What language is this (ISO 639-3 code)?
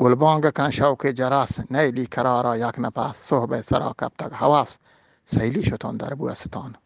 bgp